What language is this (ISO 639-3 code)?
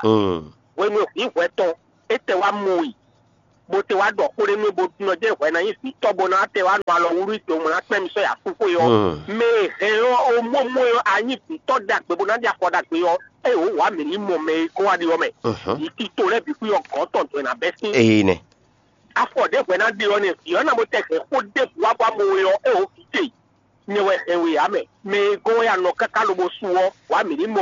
fon